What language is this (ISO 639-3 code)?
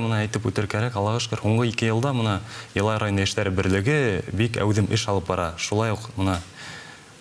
bak